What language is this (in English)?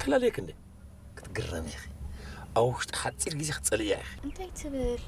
Tigrinya